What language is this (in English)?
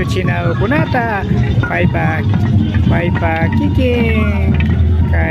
Imbabura Highland Quichua